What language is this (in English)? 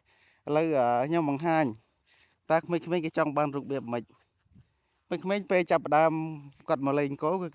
Khmer